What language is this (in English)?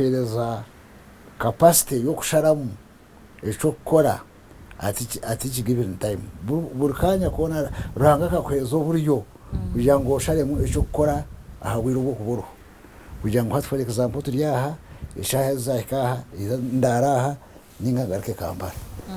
Nyankole